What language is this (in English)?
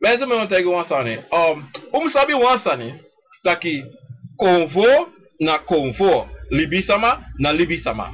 Sranan Tongo